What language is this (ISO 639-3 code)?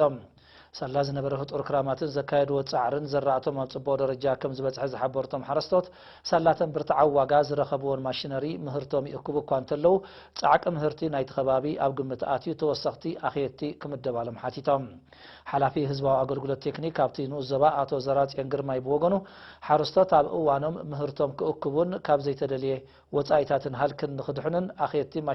tir